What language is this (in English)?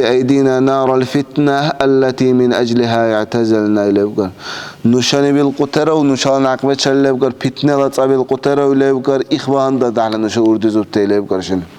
Dargwa